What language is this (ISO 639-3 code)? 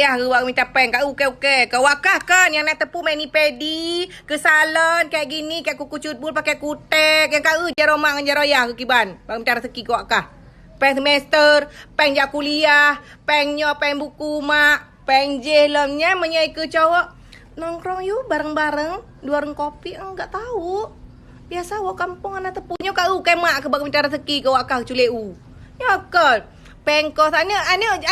ace